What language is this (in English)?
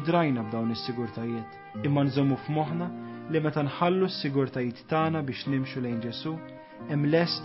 Maltese